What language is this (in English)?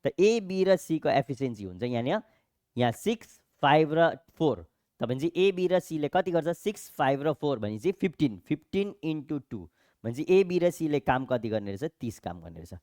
Nepali